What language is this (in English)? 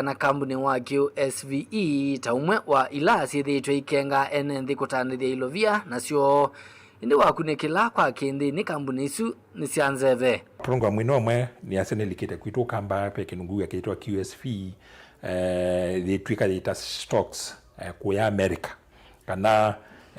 Kamba